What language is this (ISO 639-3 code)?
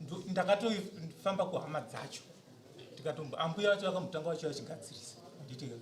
sna